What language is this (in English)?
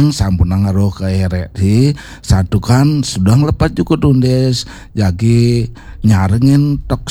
Balinese